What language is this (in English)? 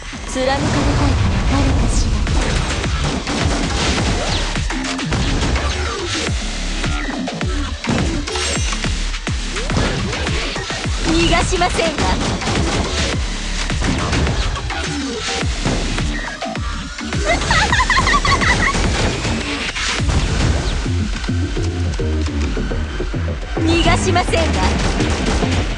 Japanese